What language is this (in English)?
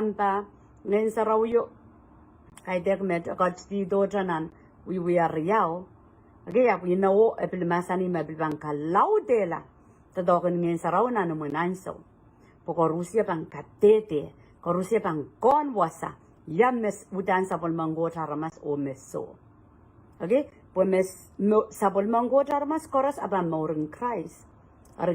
Pohnpeian